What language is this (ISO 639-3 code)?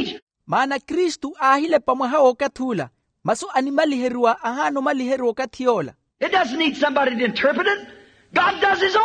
vmw